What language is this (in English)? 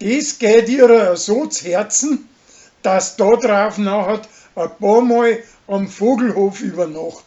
Bavarian